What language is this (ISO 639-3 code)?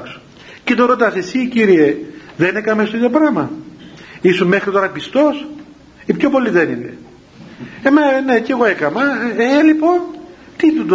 ell